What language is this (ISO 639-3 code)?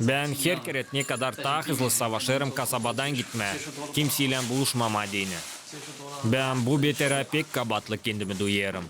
gag